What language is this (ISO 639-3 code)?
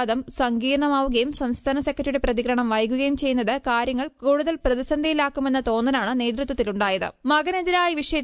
mal